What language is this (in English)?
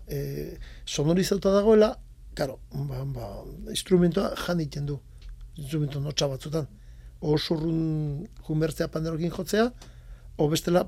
Basque